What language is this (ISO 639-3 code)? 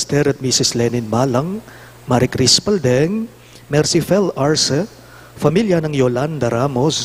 pam